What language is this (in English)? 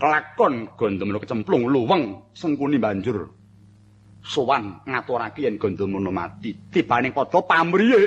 Javanese